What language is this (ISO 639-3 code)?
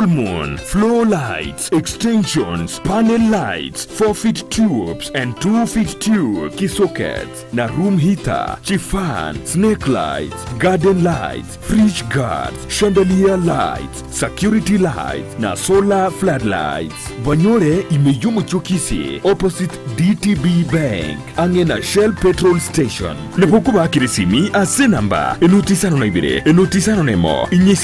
guz